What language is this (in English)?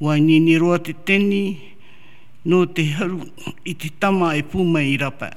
Tahitian